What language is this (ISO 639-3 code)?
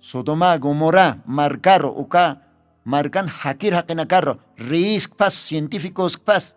aym